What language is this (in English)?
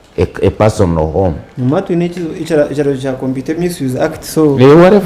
Nyankole